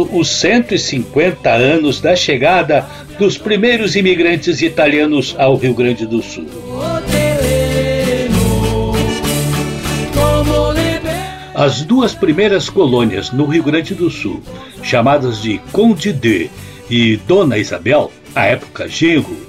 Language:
Portuguese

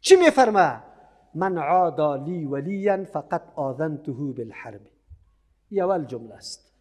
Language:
Persian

